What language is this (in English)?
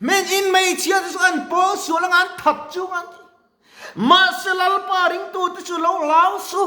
Mizo